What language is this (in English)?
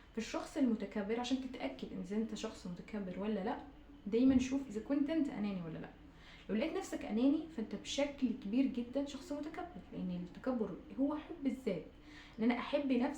Egyptian Arabic